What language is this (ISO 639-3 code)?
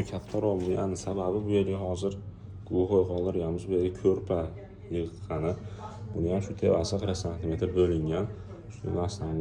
uzb